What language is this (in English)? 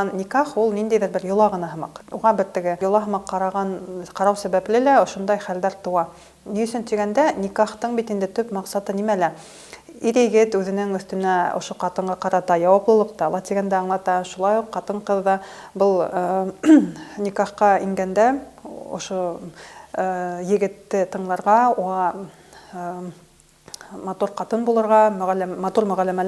Bashkir